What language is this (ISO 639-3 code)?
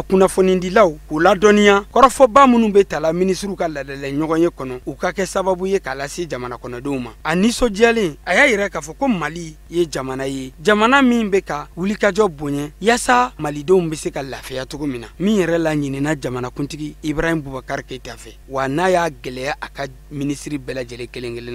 bam